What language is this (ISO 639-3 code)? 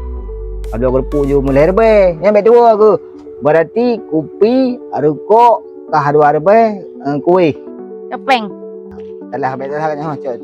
ace